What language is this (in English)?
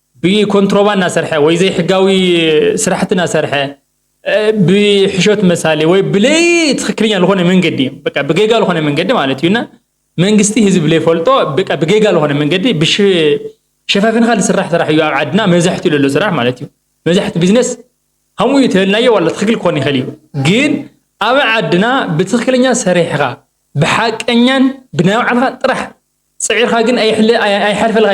Tigrinya